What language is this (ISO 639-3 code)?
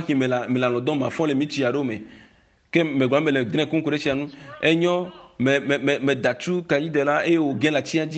ewe